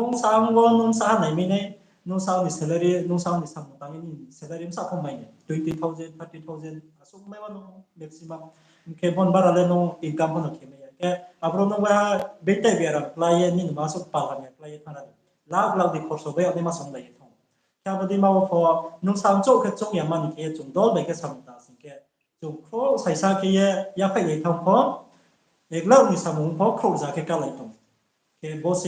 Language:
Riang (India)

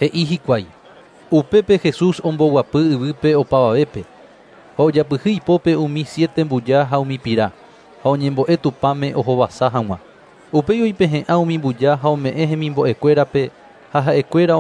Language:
Guarani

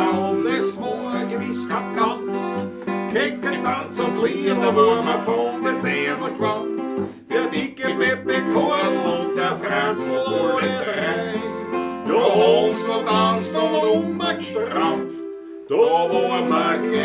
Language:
Bavarian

